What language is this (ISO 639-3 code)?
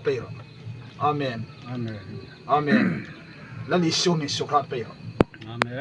hmr